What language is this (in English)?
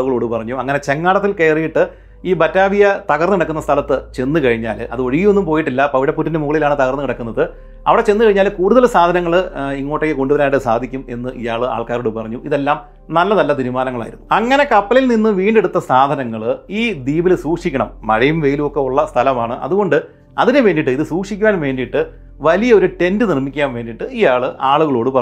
Malayalam